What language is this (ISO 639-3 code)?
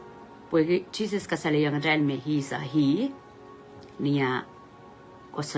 pon